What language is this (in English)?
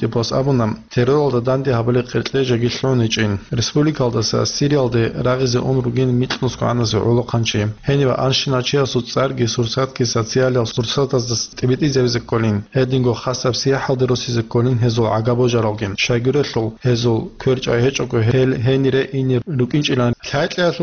Avaric